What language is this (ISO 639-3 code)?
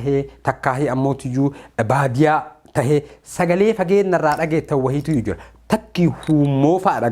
orm